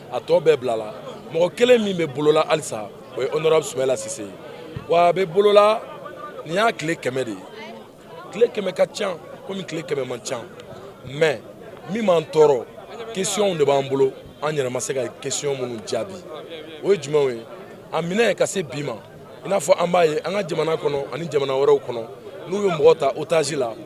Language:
Bambara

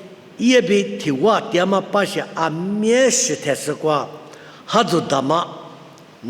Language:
Lisu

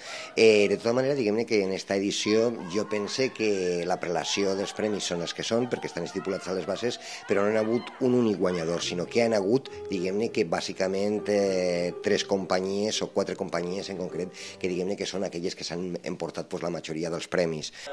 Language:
Catalan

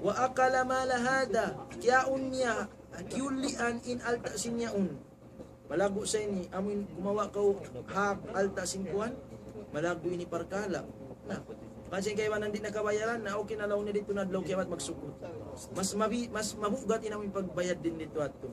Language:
Tausug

